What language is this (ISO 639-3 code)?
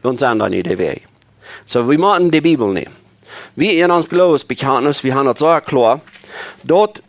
pdt